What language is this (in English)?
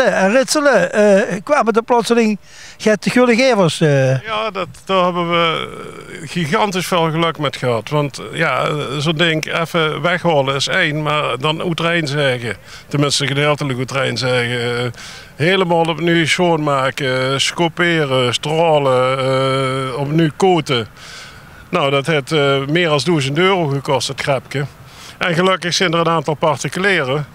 Limburgish